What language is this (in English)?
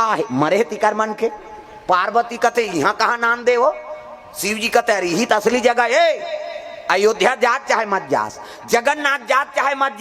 Chhattisgarhi